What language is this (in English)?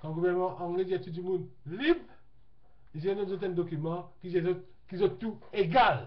Morisyen